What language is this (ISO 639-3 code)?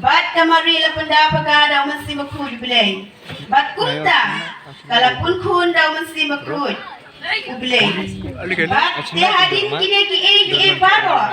kha